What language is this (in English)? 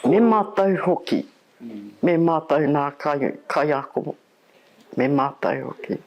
Māori